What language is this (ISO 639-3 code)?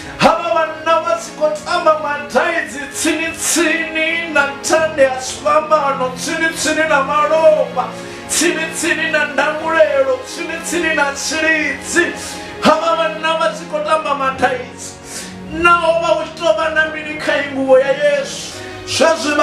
ven